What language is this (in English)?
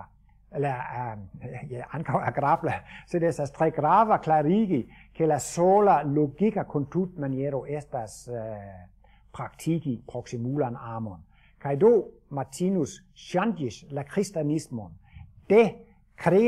Esperanto